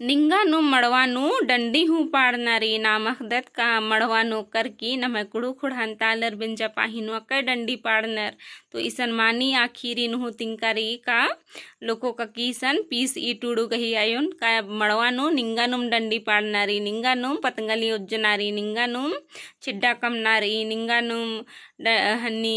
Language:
Kurukh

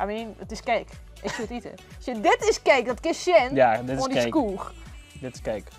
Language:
Western Frisian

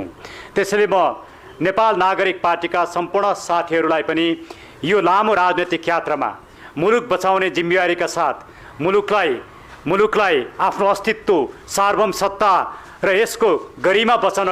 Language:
Nepali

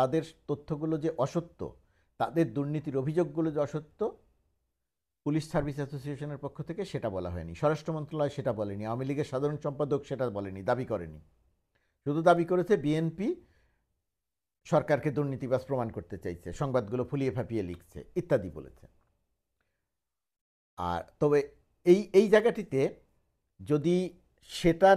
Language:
Bangla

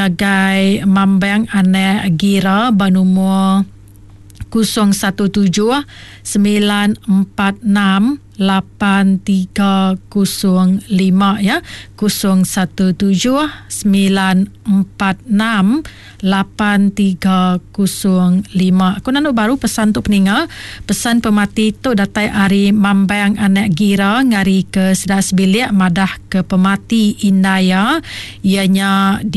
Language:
Iban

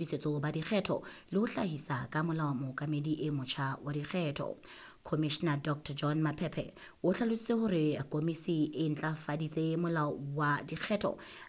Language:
Southern Sotho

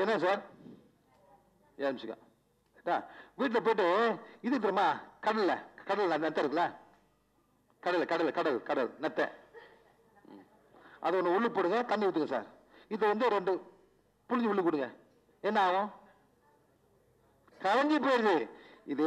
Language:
Tamil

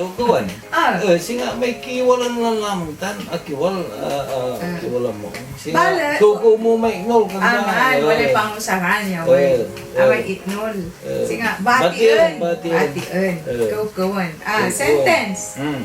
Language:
Pangasinan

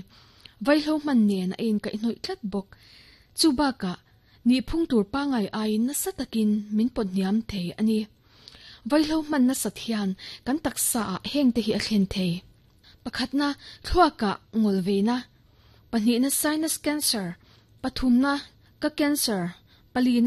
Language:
Mizo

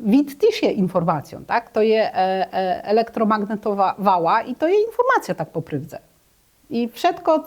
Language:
Kashubian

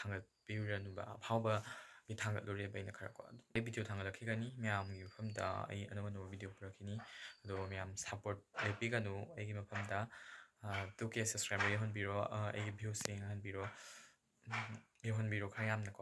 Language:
Manipuri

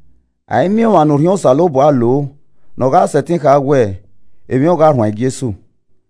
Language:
Esan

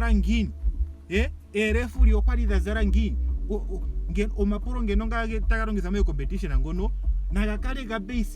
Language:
Ndonga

